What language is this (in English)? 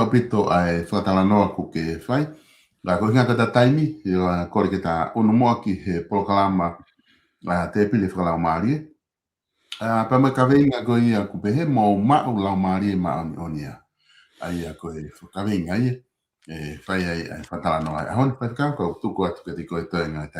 Tongan